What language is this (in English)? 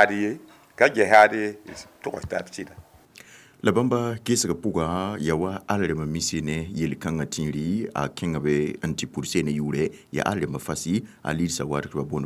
Mossi